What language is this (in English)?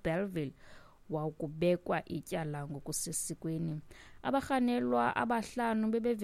Xhosa